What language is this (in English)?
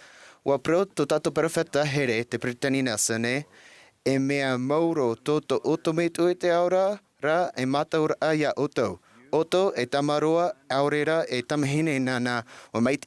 Tahitian